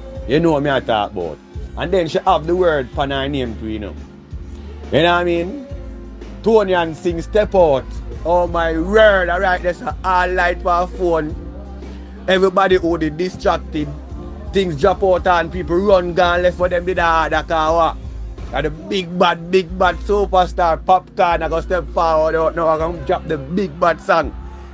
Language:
Jamaican Creole English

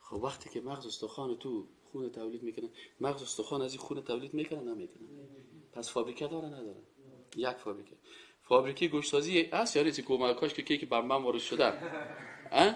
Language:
Persian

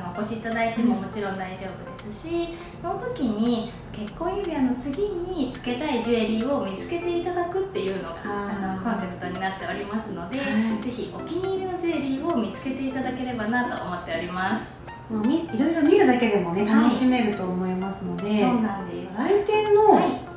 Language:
Japanese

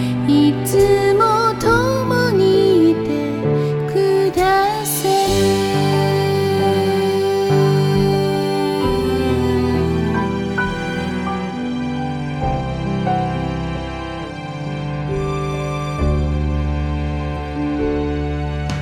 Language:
Japanese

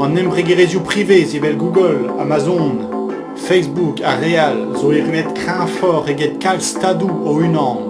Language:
Breton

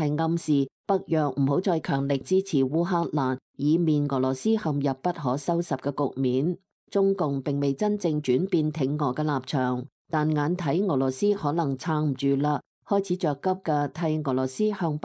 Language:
Cantonese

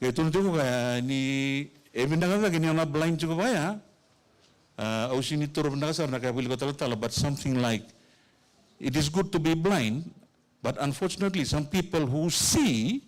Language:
Fijian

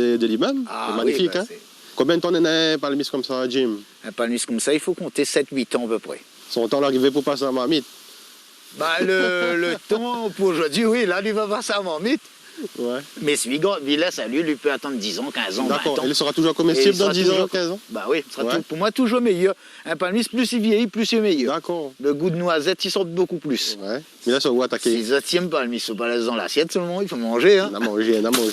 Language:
Réunion Creole French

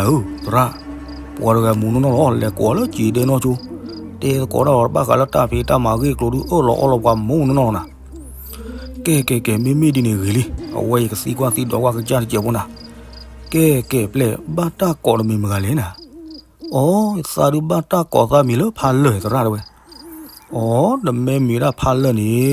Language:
S'gaw Karen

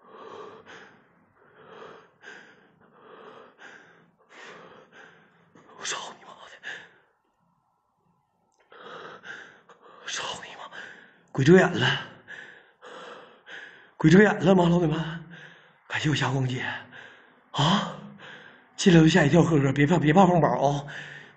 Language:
Chinese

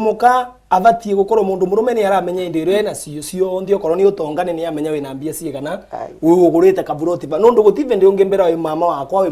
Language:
Meru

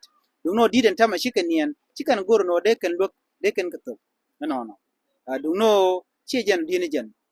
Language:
Nuer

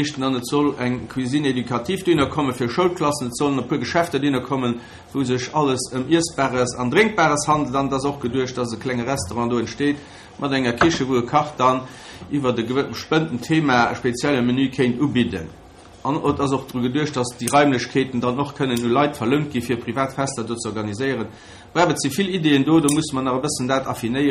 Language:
Luxembourgish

